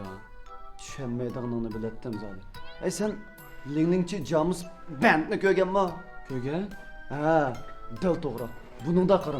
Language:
Uyghur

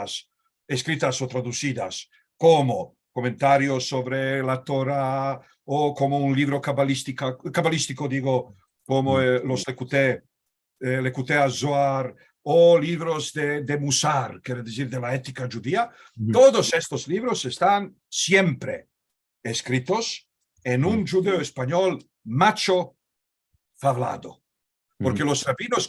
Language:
Ladino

